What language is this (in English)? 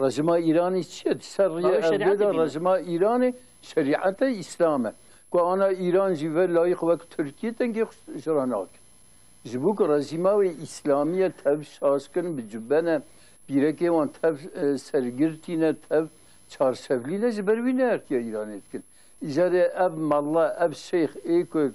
Kurdish